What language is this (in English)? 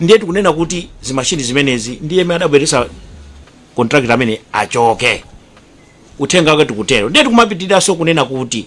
Nyanja